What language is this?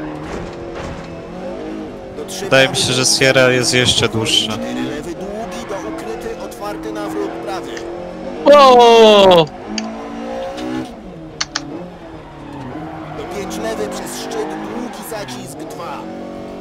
Polish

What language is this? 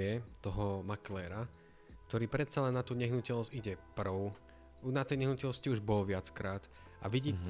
Slovak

